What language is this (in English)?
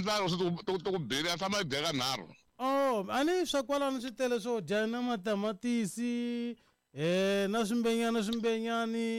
Tsonga